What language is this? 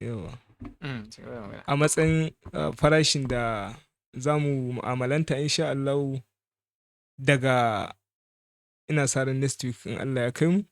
Hausa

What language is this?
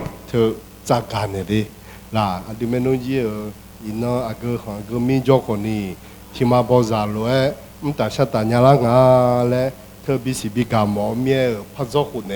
Akha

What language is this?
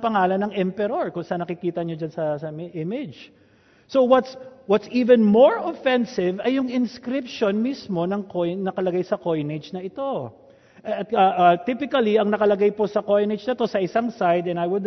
Filipino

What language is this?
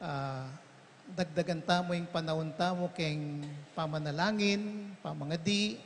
Pampanga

